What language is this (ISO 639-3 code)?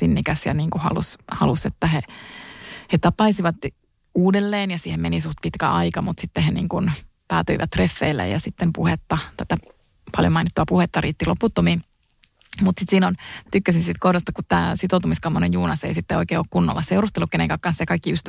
fin